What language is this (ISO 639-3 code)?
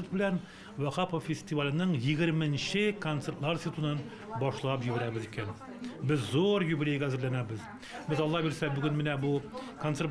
tat